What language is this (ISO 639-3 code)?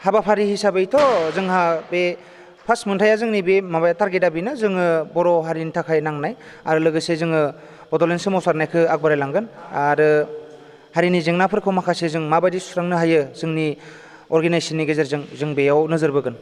brx